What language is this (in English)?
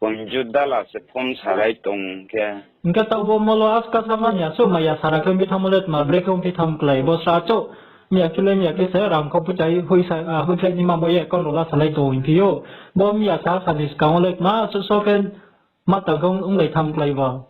Riang (India)